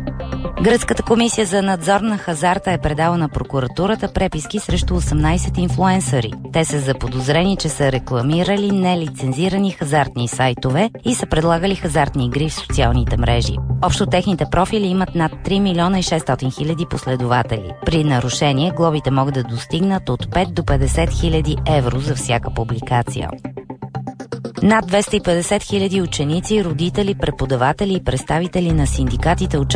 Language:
Bulgarian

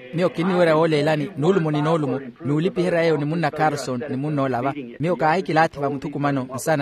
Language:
Makhuwa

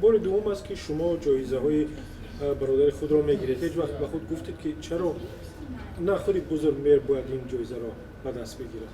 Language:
Tajik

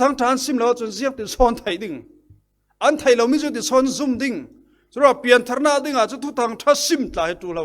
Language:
Falam Chin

